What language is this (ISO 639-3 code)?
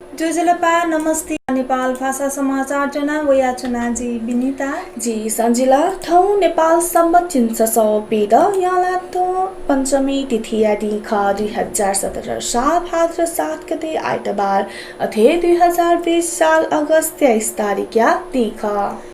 new